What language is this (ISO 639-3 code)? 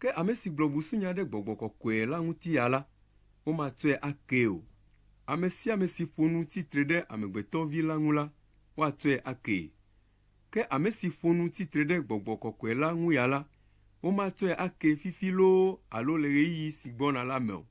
ewe